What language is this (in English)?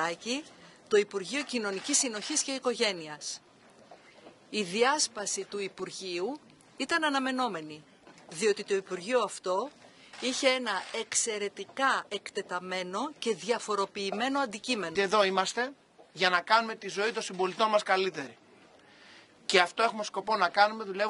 Greek